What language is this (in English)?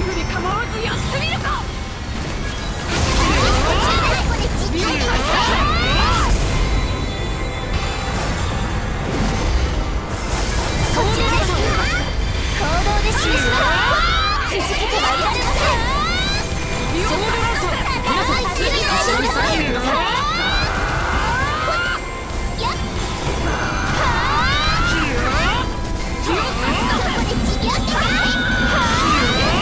Japanese